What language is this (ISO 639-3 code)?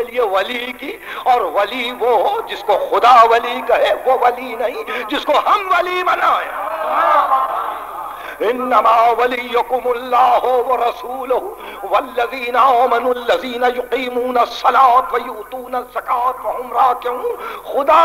urd